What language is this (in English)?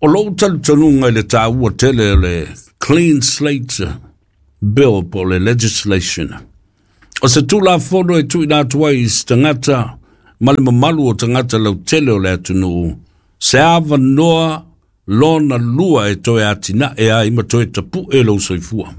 Samoan